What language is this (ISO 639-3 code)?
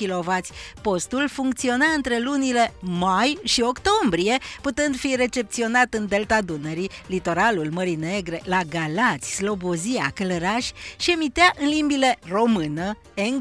ron